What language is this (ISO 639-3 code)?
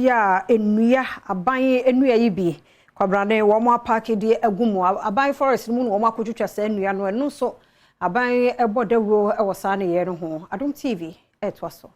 aka